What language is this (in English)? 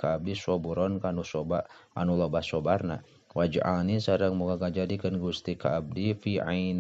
Sundanese